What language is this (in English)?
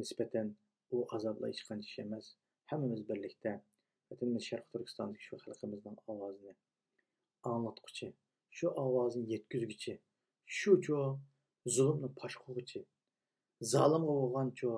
Uyghur